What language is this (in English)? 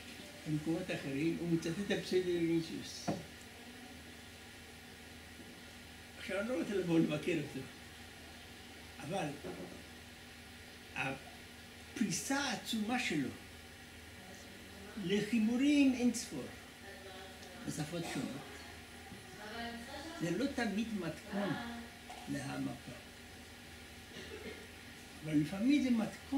Hebrew